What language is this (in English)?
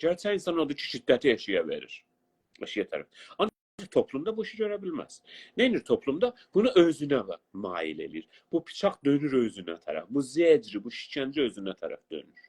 South Azerbaijani